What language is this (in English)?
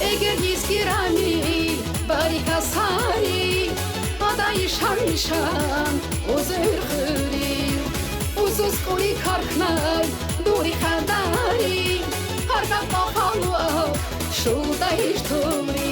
Tabassaran